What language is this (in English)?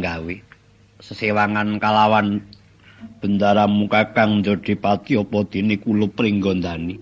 Javanese